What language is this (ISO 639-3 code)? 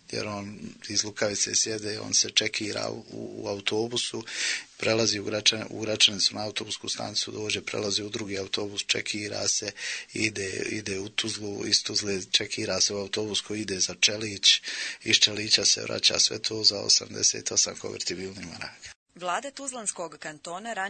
bos